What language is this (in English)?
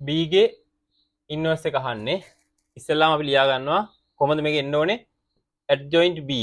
Sinhala